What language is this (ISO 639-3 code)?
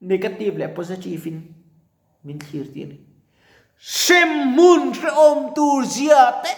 lus